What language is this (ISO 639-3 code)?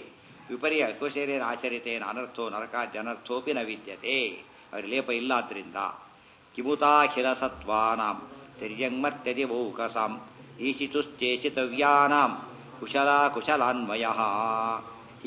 kan